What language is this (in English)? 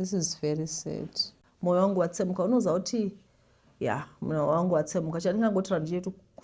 Shona